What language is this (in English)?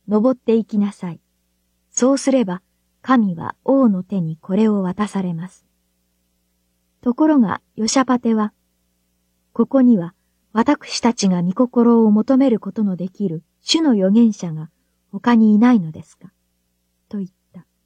Japanese